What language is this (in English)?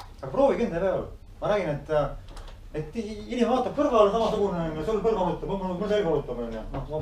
Estonian